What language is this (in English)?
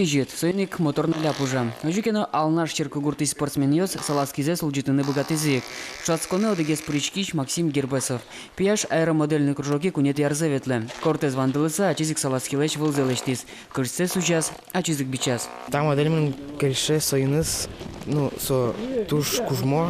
Udmurt